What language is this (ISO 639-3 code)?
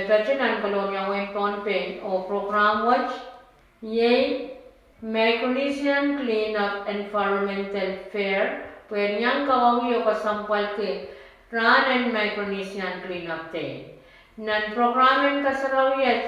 pon